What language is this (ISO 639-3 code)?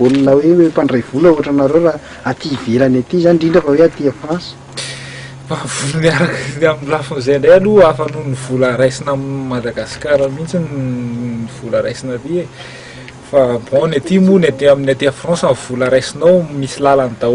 mlg